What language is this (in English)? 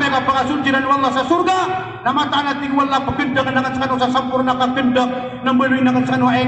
Maranao